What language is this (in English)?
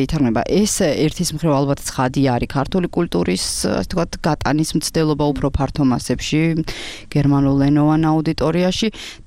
Georgian